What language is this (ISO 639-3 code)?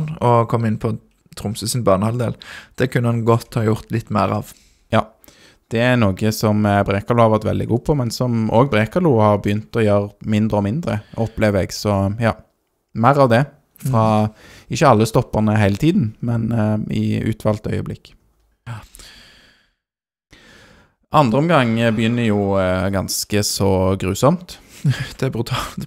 nor